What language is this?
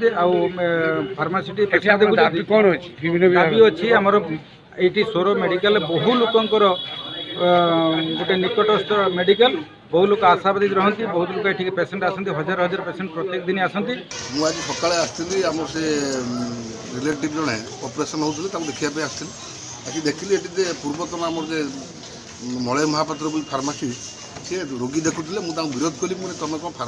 Odia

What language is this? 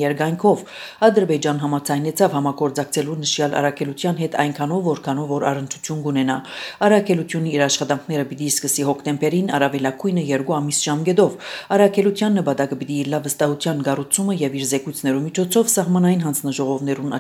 Armenian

